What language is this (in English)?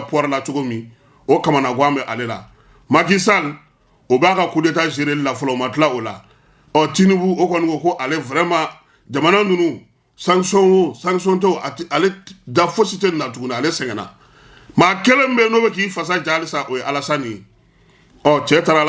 Bambara